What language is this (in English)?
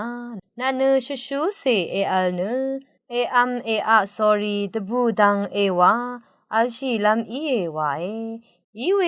Rawang